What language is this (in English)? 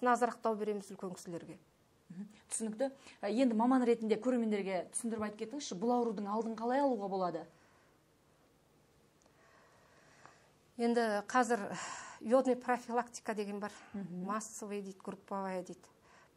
Kazakh